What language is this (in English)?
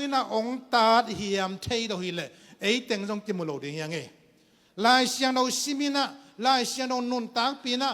Tedim Chin